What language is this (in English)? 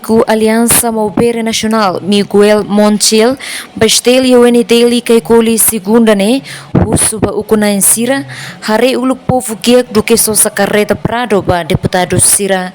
Tetum